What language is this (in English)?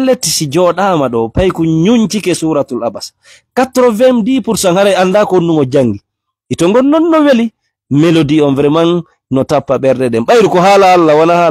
Fula